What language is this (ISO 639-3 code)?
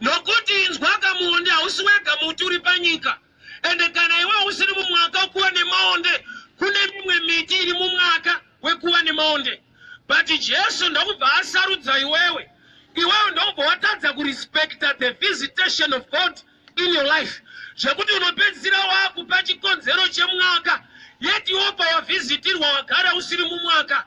sna